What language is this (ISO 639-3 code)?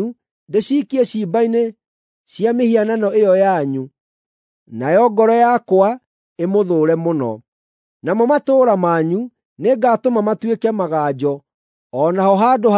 kik